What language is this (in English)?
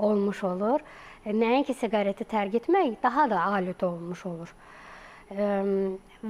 Azerbaijani